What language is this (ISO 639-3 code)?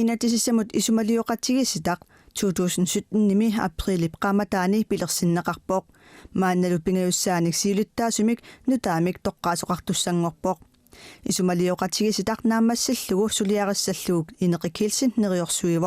kal